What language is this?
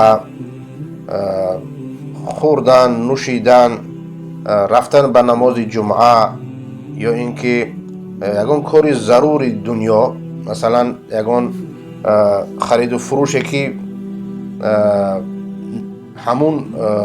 Persian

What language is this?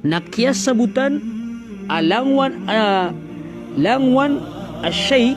Maranao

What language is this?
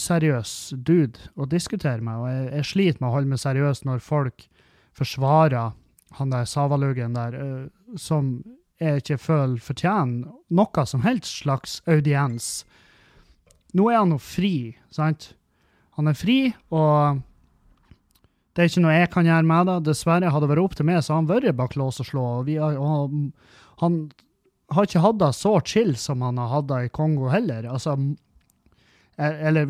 Norwegian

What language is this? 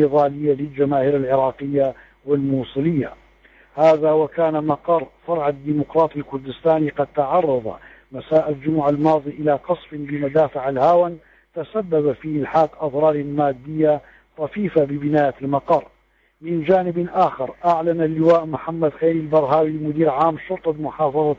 Arabic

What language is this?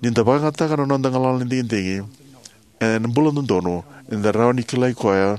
Fijian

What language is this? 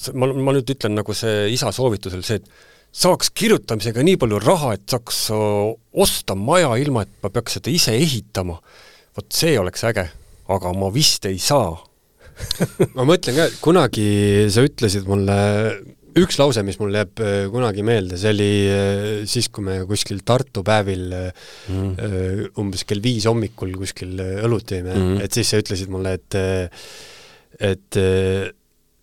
Estonian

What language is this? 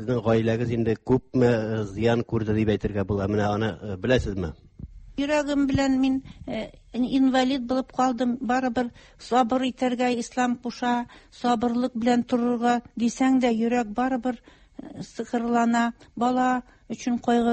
Tatar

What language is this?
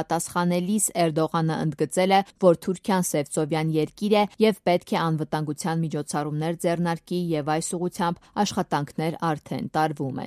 Armenian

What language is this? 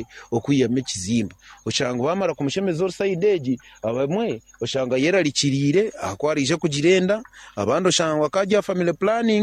Nyankole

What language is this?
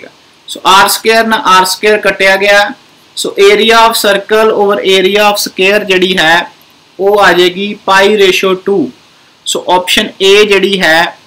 Punjabi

